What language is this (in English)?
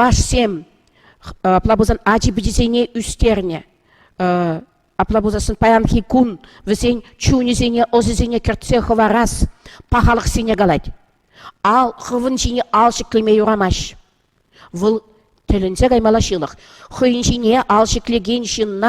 Chuvash